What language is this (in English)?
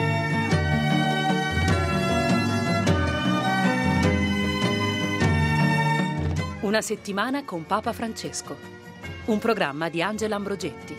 Italian